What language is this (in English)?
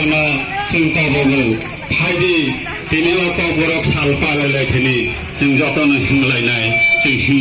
Kok Borok